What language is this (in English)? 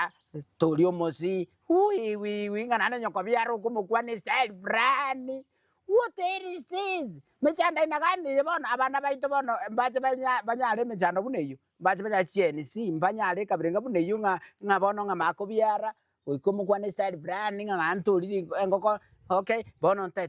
Gusii